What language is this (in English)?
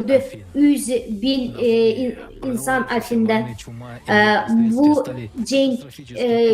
Gagauz